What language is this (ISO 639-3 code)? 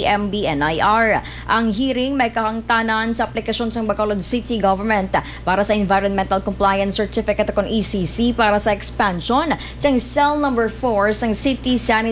hil